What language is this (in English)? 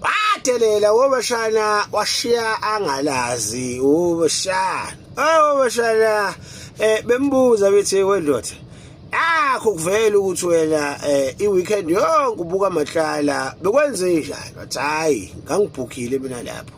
Zulu